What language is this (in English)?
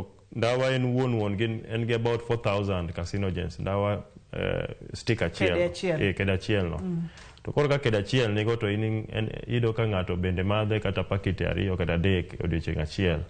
Luo (Kenya and Tanzania)